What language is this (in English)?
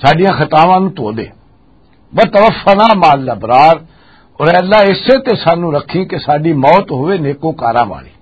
Western Panjabi